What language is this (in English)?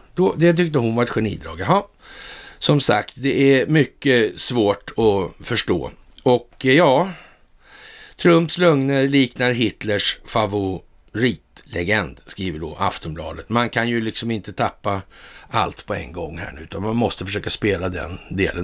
Swedish